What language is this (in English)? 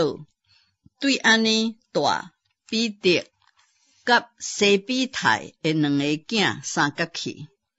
Min Nan Chinese